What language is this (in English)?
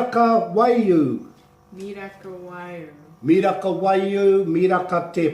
Māori